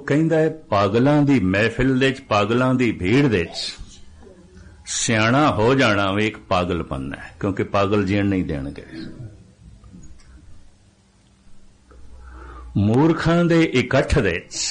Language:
Punjabi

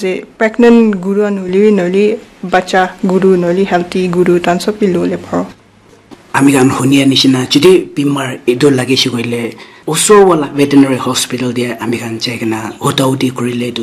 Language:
Naga Pidgin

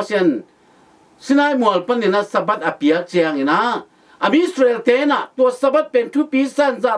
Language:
Tedim Chin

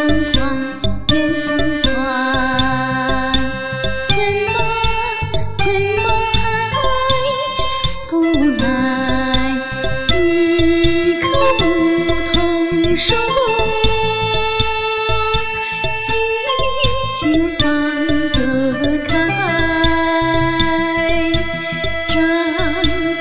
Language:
Chinese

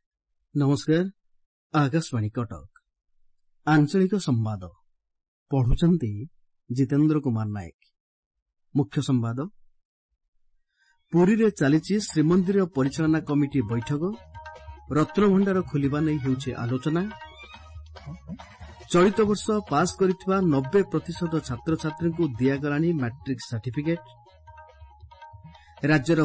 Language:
Odia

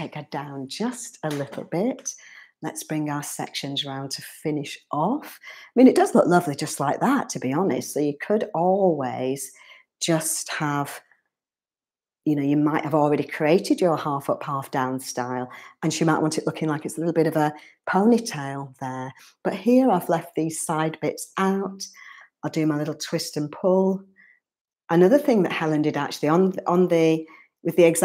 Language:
English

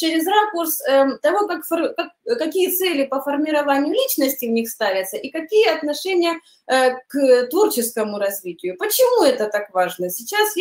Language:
Russian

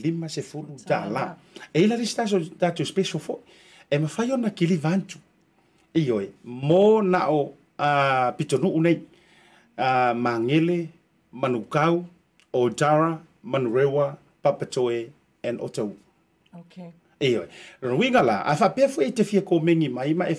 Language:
Samoan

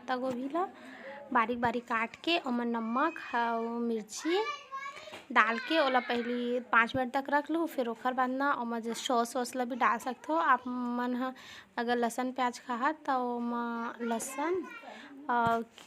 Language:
Chhattisgarhi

